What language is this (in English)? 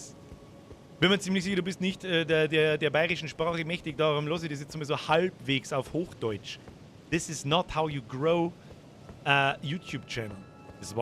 Bavarian